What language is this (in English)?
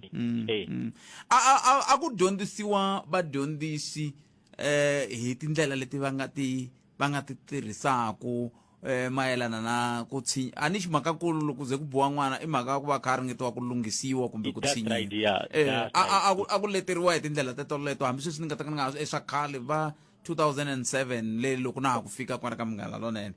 Tsonga